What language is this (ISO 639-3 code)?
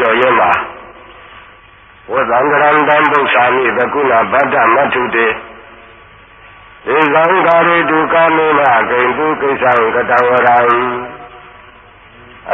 mya